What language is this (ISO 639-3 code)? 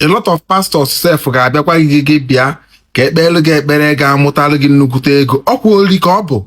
ibo